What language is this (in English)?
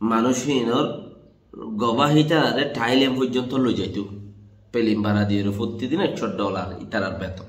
Rohingya